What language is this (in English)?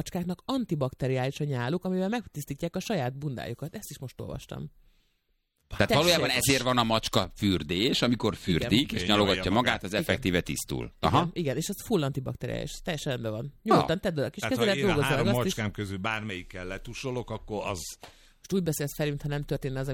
Hungarian